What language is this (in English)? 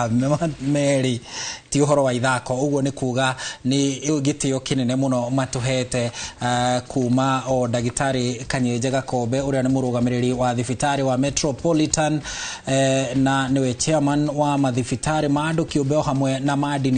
Kikuyu